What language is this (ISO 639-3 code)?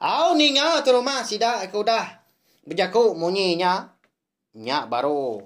iba